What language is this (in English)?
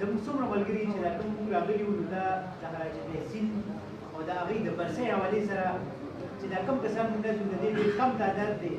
Pashto